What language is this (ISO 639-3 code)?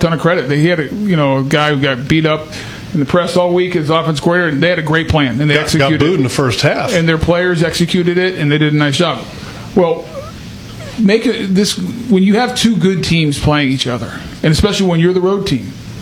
eng